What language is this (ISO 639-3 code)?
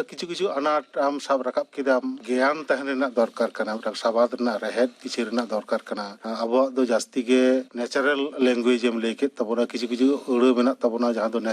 sat